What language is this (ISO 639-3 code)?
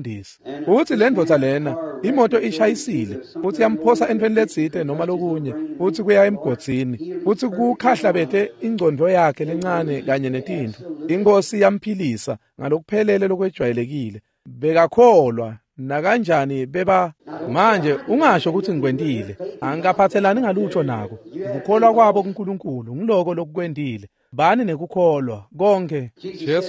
ssw